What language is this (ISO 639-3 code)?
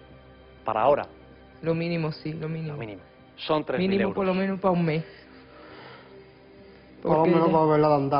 spa